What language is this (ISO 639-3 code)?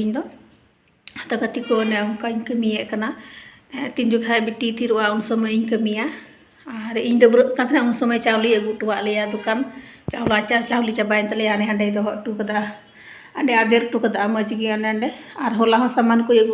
sat